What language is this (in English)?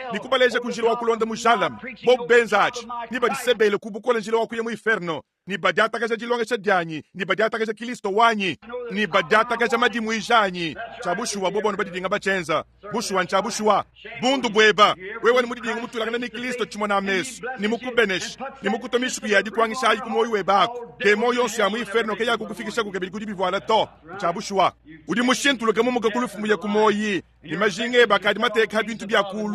Luba-Lulua